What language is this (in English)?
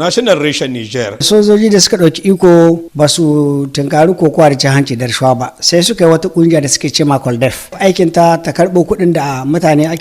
Hausa